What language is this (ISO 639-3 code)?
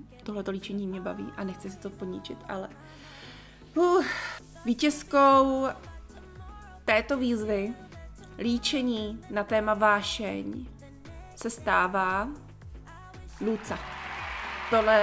ces